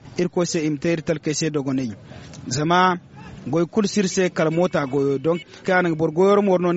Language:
Zarma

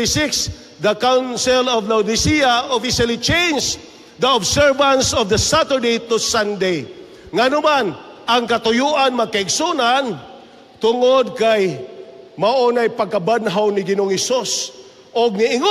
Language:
Cebuano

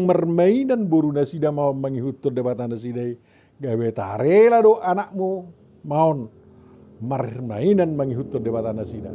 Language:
Batak Toba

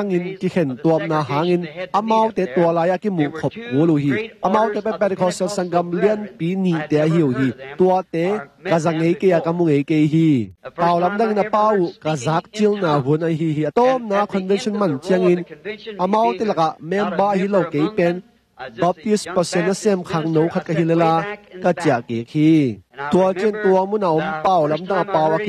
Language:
Tedim Chin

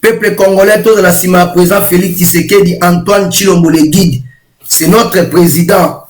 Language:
Lingala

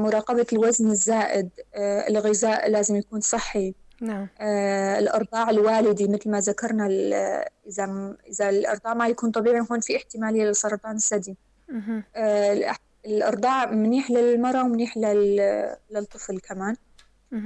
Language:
North Levantine Arabic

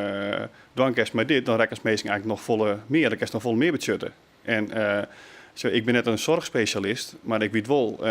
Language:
Western Frisian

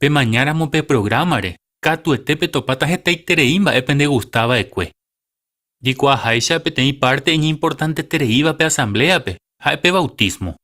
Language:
Guarani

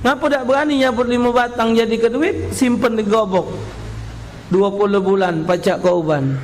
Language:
Musi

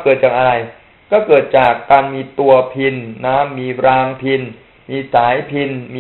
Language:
Thai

